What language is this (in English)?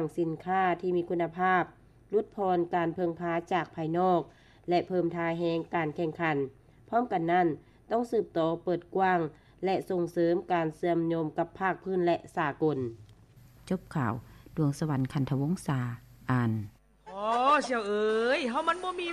Lao